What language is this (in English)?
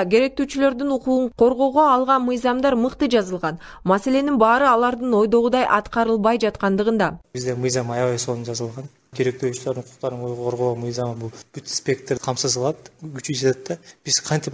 Kyrgyz